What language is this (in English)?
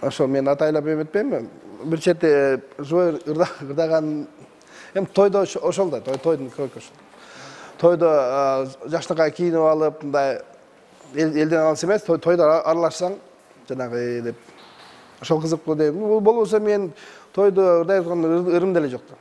Kyrgyz